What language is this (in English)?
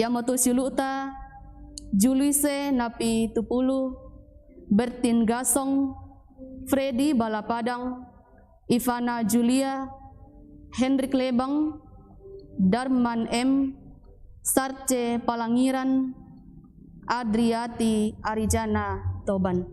Toraja-Sa'dan